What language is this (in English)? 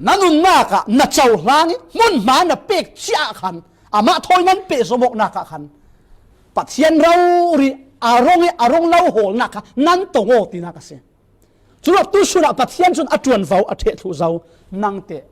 Falam Chin